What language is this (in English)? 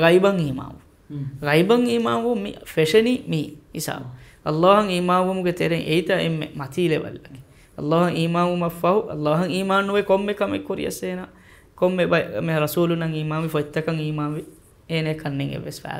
Divehi